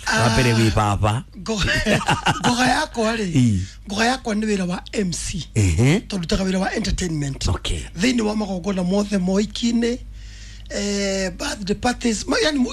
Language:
Kikuyu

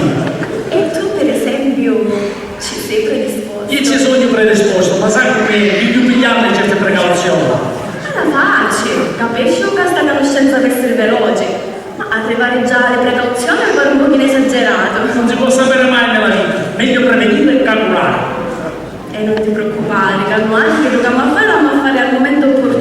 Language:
Sicilian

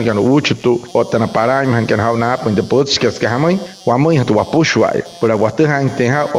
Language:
Wayuu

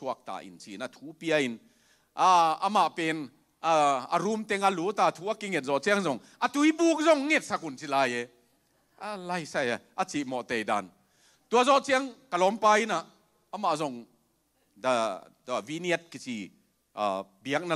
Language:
Tedim Chin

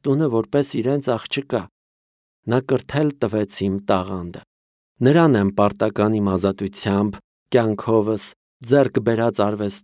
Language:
Armenian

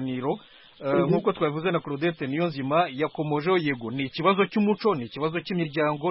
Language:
Kinyarwanda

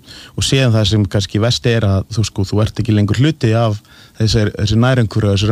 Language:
Icelandic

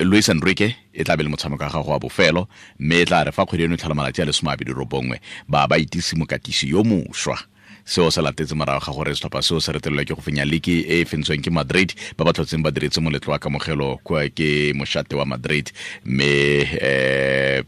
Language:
Tswana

